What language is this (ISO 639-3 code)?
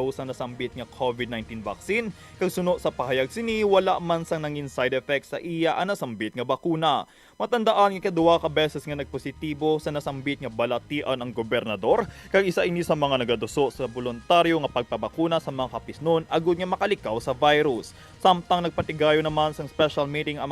hil